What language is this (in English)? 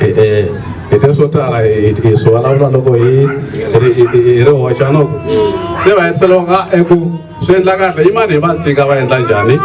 Tsonga